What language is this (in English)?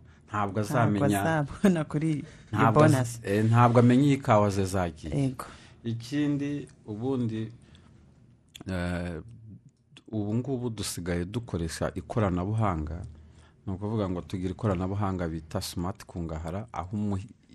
Kinyarwanda